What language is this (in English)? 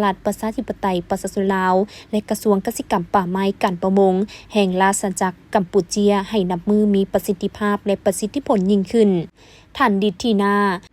Lao